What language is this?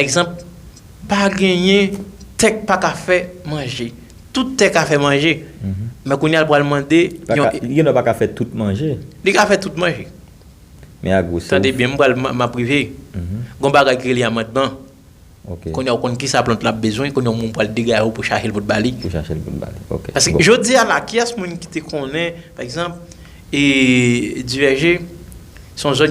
Haitian Creole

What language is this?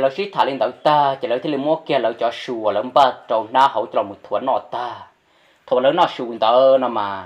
Hmong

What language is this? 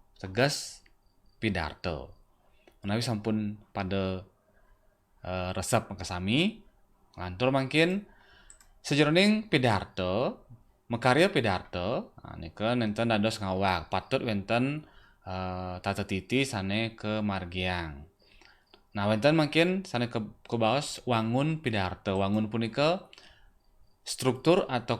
Balinese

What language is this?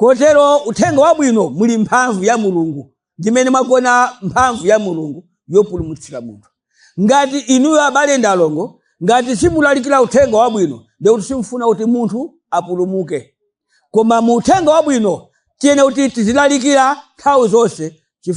Nyanja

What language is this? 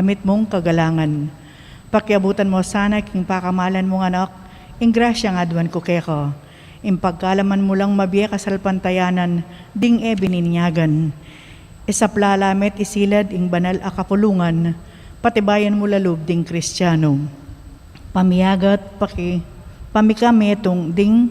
Pampanga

